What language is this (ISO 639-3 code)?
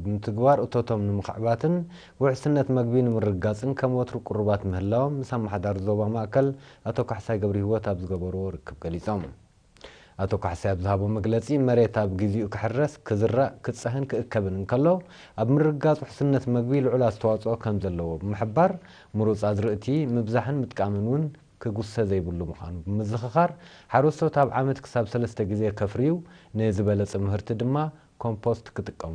tir